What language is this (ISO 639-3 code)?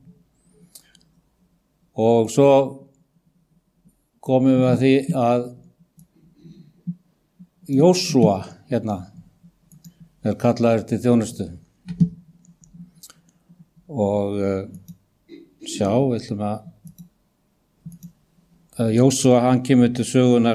isl